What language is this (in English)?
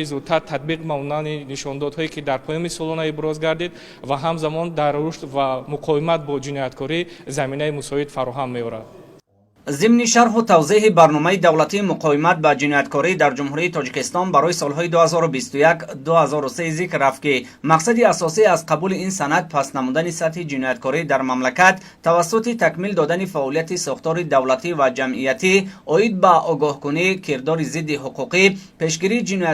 Tajik